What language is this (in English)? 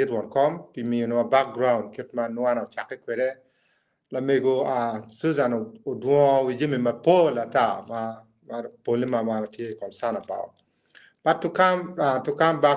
Acoli